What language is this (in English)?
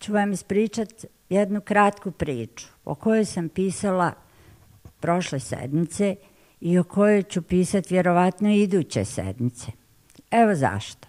Bosnian